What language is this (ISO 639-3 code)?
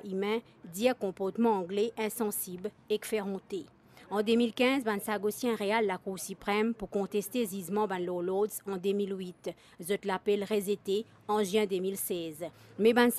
mfe